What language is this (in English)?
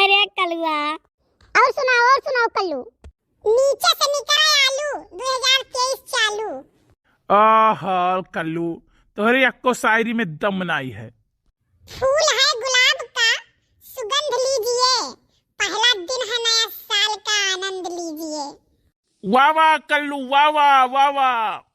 Awadhi